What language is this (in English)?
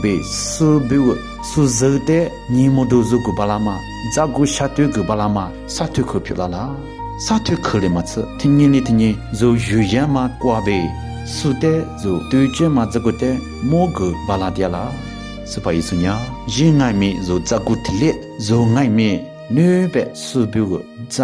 Lisu